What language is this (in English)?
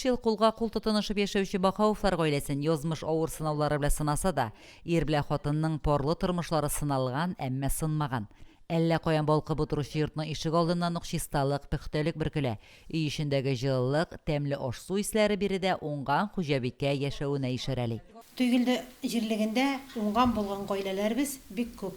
Tatar